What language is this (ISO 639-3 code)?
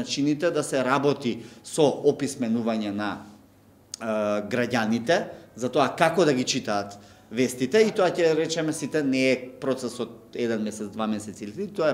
mkd